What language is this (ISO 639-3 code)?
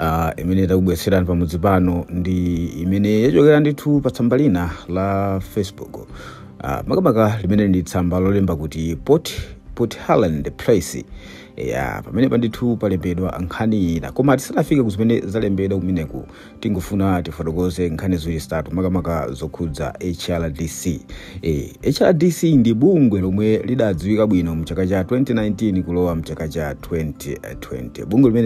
nya